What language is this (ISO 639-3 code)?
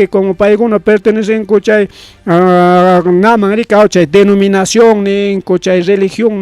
quy